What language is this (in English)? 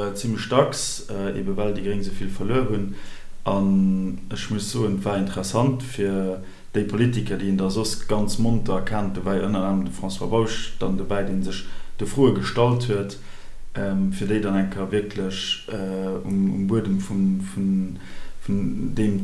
Luxembourgish